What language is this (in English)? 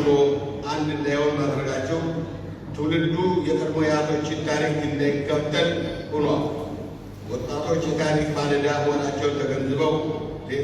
Amharic